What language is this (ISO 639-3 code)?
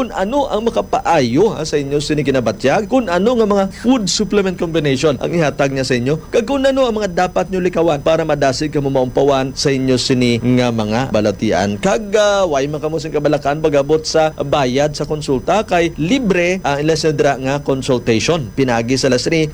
hil